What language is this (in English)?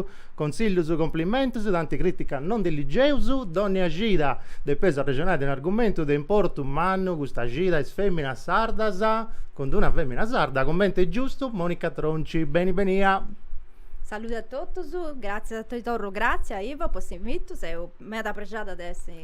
Sardinian